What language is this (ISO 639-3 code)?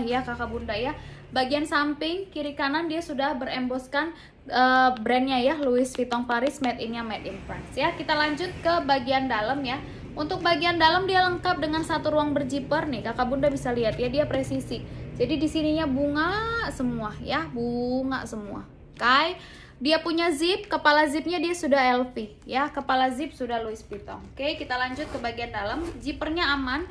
ind